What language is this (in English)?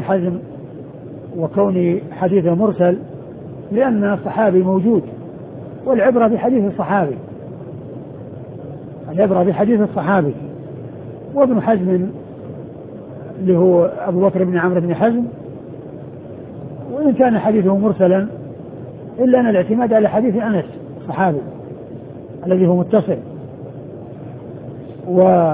Arabic